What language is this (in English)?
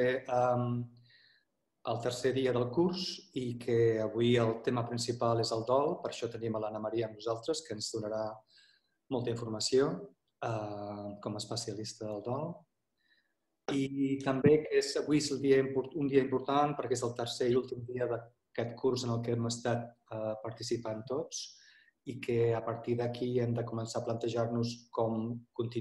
Catalan